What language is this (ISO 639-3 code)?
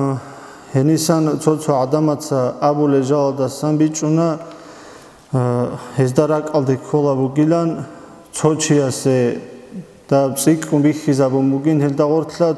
ava